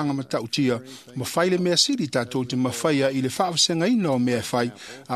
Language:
Samoan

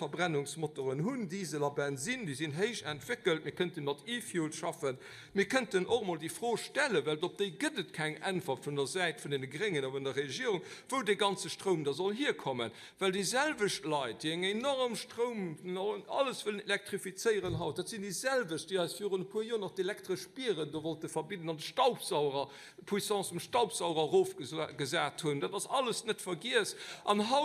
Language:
Luxembourgish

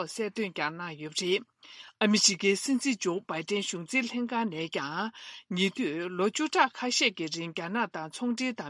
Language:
Tibetan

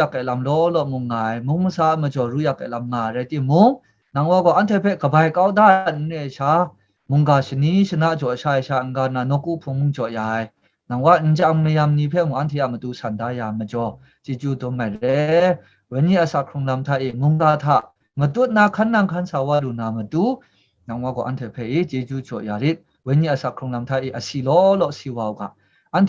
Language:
Kachin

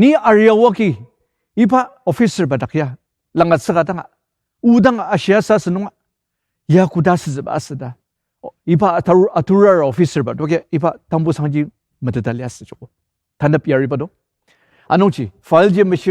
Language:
Ao Naga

